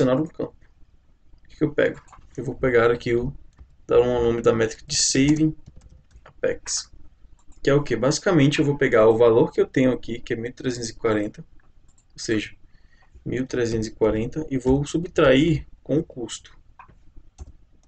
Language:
Portuguese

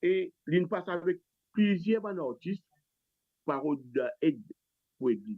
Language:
Morisyen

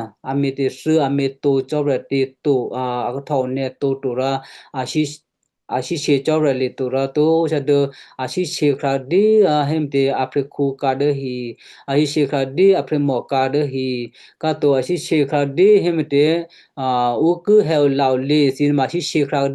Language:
Western Kayah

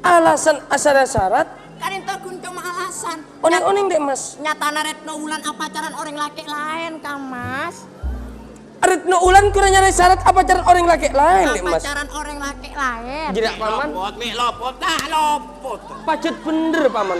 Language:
Madurese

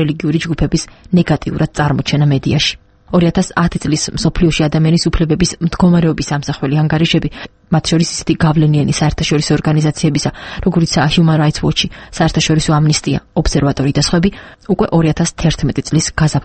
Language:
Georgian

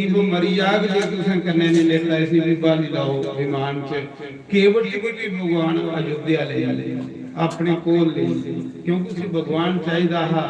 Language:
Dogri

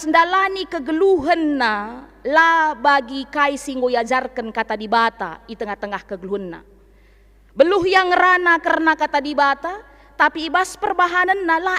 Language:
Batak Karo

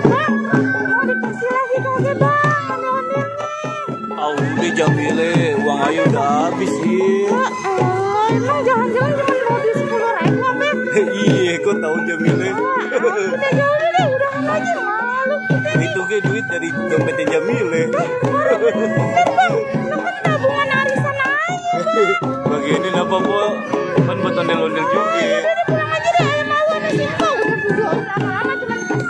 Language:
Betawi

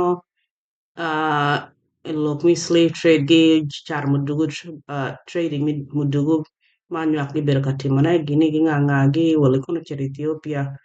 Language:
Acoli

